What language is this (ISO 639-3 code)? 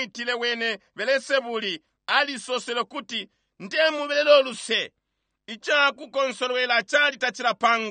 bem